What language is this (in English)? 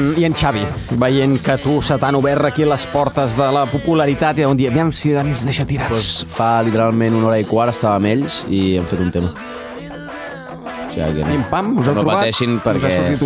Catalan